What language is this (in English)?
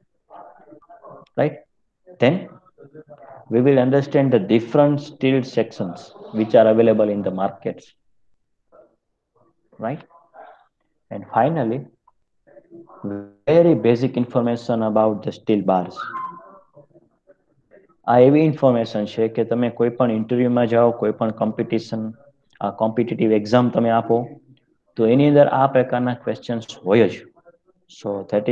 Gujarati